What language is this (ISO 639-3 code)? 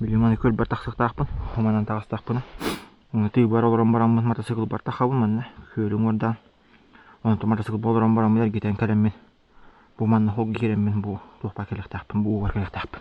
sah